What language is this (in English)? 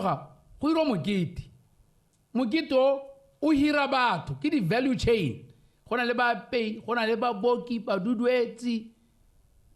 Tswana